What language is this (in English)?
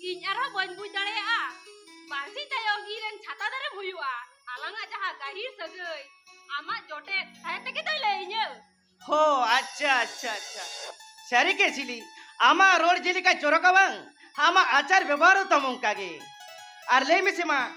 Santali